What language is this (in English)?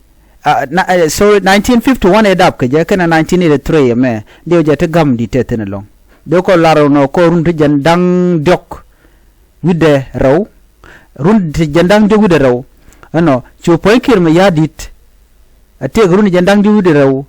Nuer